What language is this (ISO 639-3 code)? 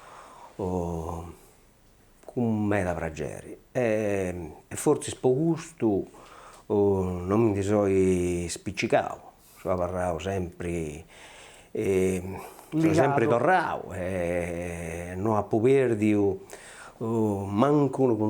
srd